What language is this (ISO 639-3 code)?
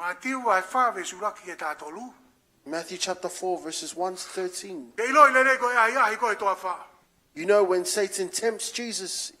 ton